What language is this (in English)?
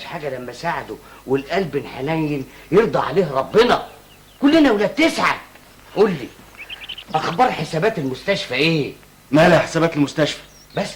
Egyptian Arabic